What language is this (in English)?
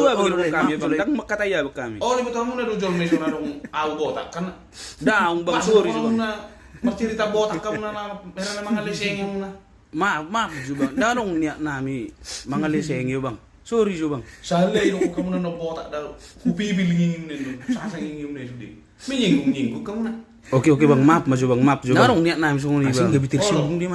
Batak Toba